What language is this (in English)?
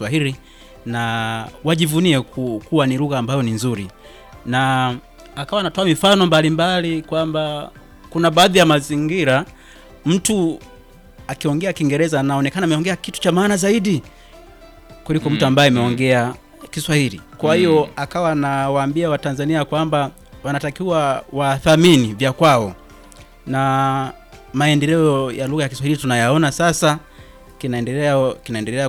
Swahili